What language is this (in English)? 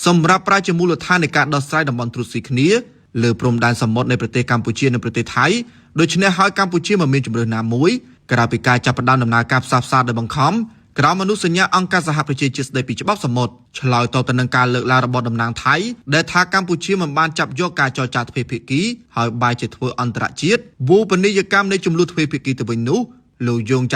Khmer